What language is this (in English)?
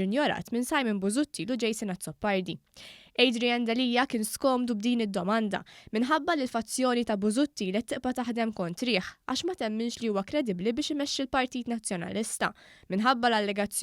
Maltese